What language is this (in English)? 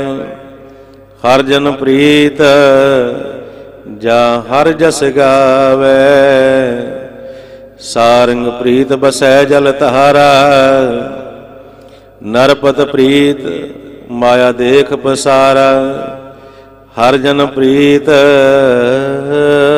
Punjabi